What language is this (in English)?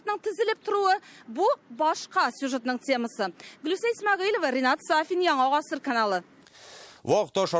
Tatar